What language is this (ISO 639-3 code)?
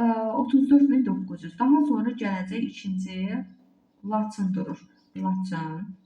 aze